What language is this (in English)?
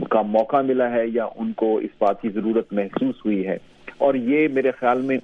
Urdu